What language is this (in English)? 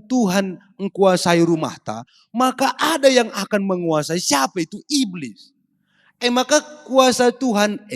Batak Karo